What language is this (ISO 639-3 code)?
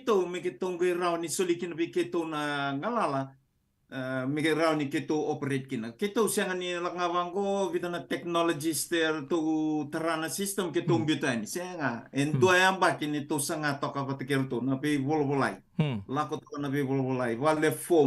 fij